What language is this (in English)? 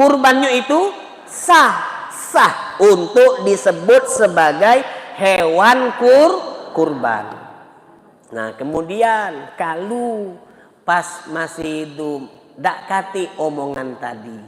Musi